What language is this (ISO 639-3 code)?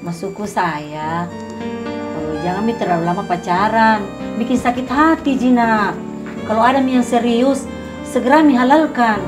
mfp